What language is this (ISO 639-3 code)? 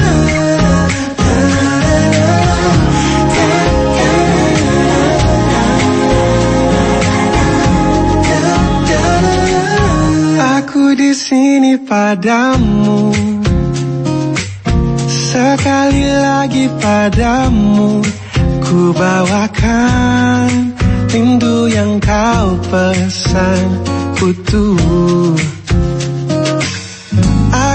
ind